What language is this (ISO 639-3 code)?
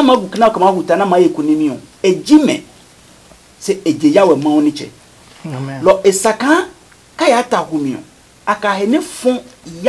ada